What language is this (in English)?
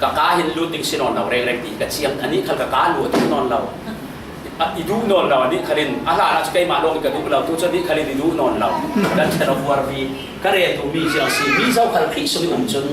Falam Chin